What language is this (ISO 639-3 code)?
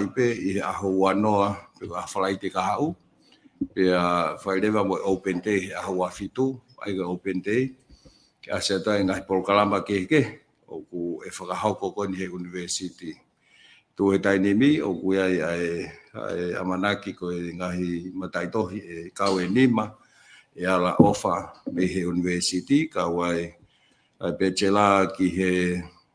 ton